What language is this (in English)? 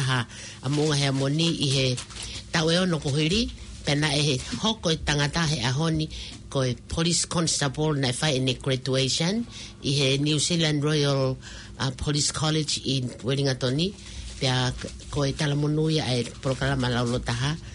Tongan